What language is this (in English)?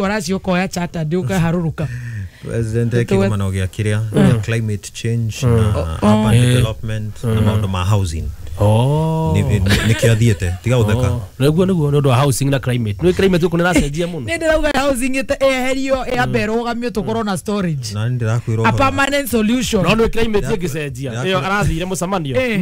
Kikuyu